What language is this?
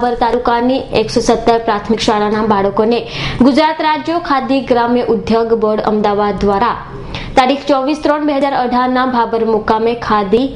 Gujarati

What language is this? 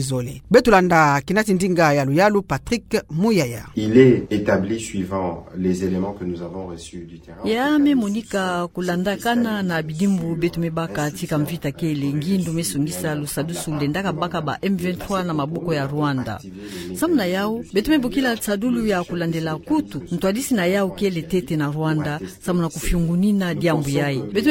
Kituba (Democratic Republic of Congo)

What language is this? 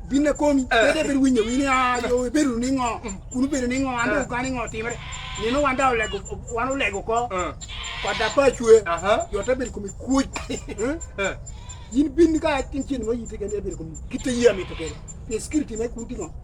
Lango (Uganda)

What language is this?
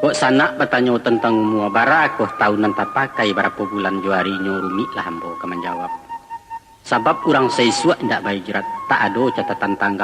Minangkabau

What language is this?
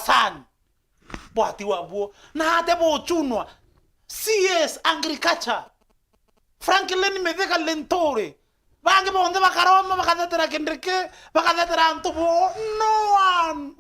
Meru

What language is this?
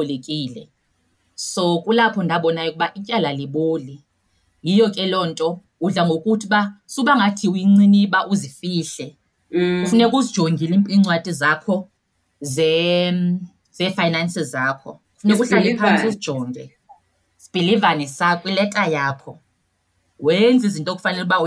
Xhosa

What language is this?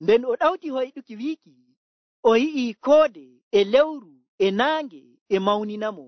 Nigerian Fulfulde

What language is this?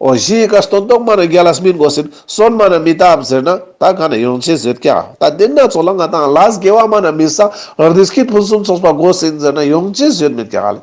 Ladakhi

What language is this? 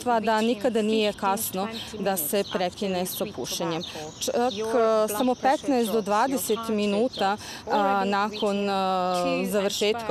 Serbian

